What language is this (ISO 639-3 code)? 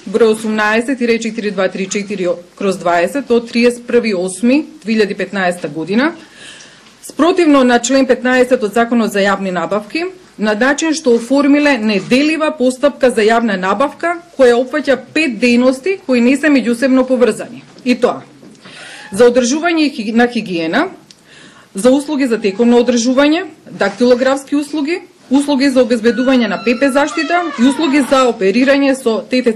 mkd